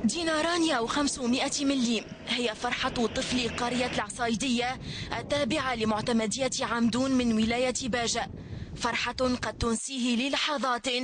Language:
Arabic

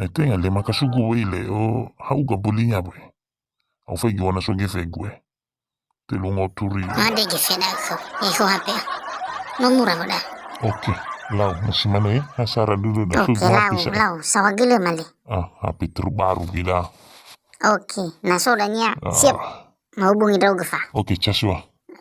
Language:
Nias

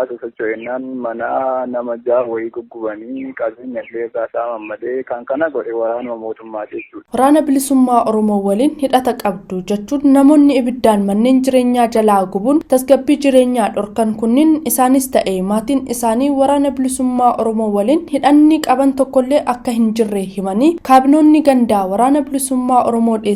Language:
Oromo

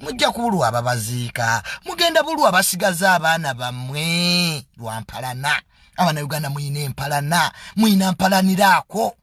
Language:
Ganda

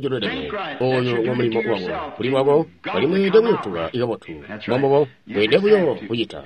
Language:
Tonga (Zambia)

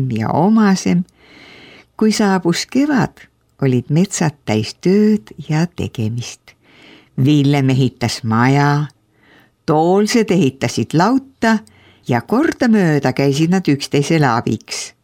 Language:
Estonian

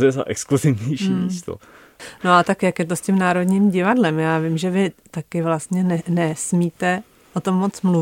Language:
Czech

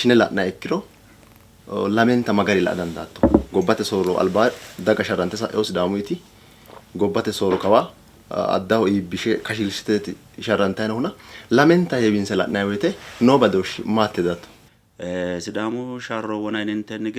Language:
Sidamo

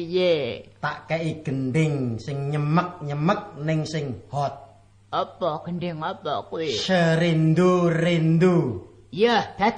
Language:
Javanese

